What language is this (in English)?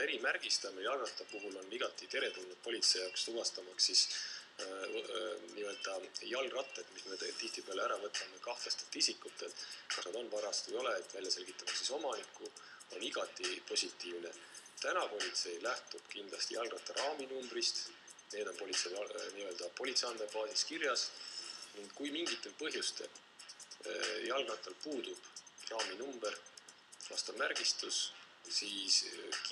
Estonian